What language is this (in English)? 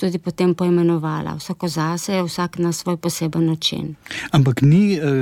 Slovenian